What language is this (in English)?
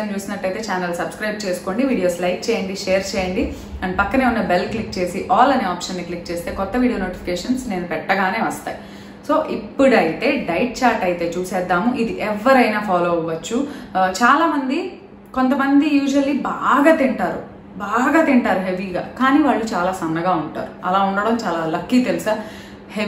Telugu